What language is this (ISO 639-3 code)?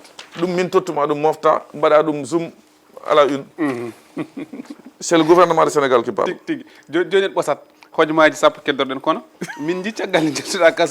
ful